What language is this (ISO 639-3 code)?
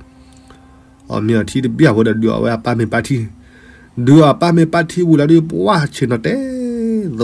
ksw